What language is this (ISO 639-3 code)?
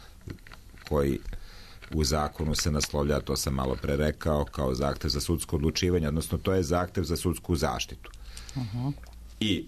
srp